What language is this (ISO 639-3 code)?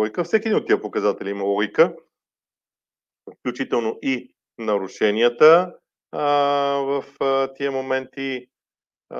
bul